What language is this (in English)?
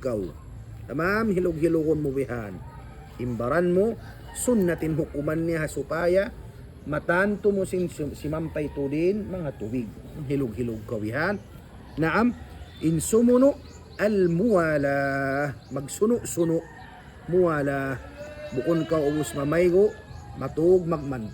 Tausug